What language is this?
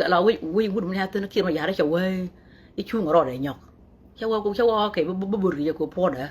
Nuer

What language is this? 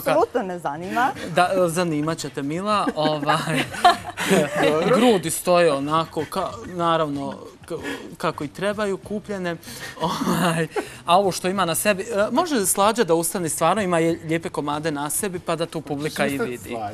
Bosnian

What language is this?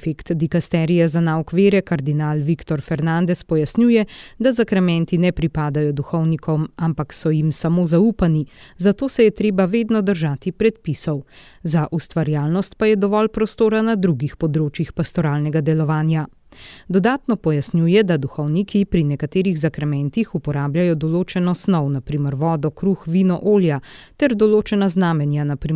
Slovenian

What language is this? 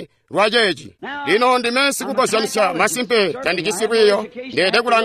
Tonga (Zambia)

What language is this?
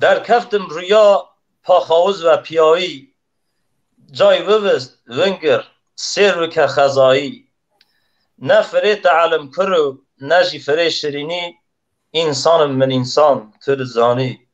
Kurdish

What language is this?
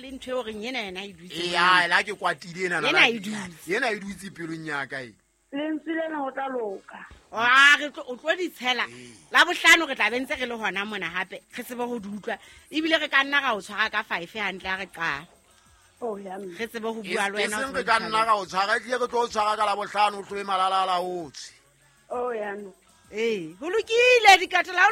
Southern Sotho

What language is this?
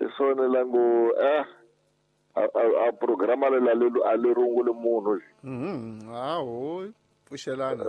Tsonga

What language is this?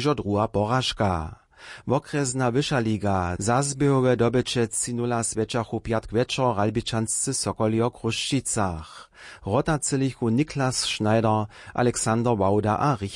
Upper Sorbian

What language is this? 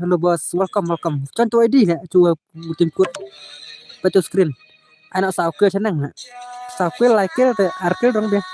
Khasi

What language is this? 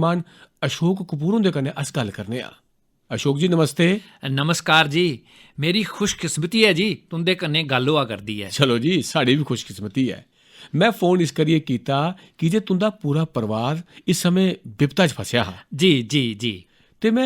Dogri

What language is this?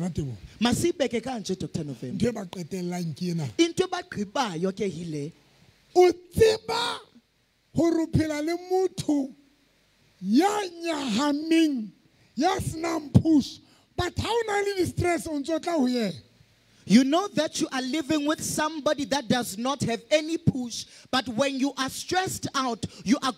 Southern Sotho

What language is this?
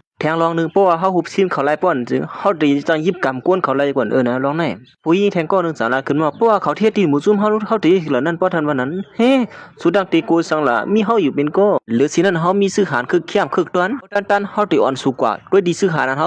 Shan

